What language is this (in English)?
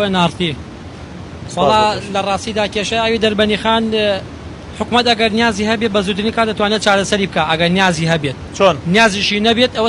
Central Kurdish